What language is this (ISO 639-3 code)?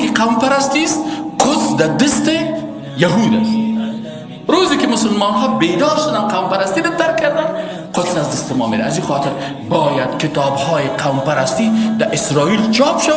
fas